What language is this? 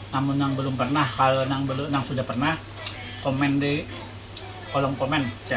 Banjar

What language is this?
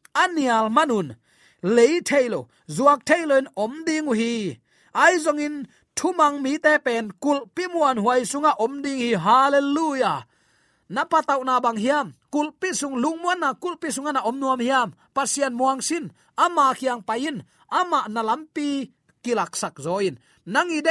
Tedim Chin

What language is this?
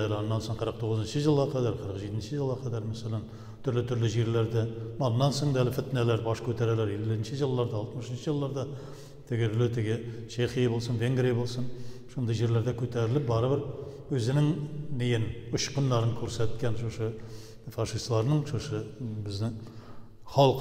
Tatar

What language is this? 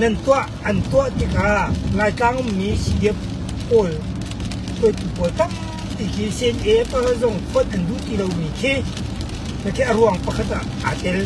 Hakha Chin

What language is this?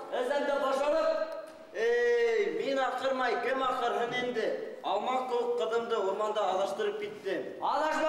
Bashkir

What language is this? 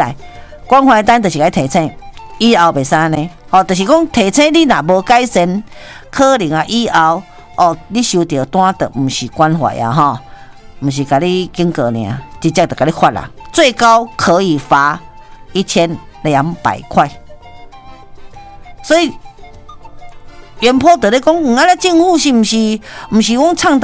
Min Nan Chinese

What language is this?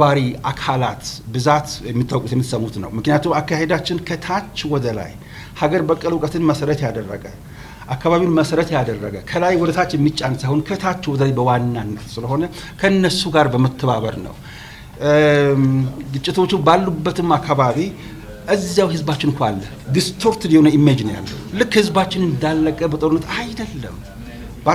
Amharic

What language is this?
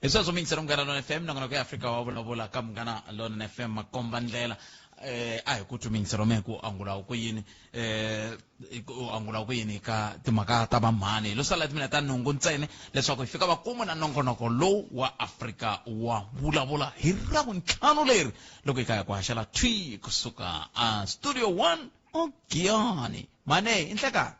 Tsonga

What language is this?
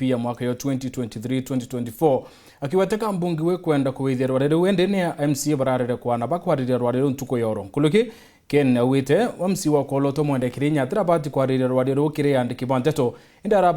Meru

